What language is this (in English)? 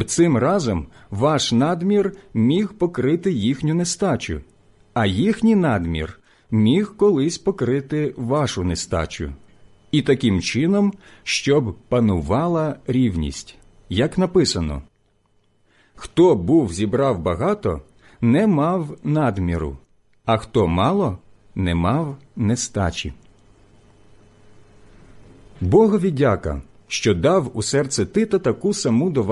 Ukrainian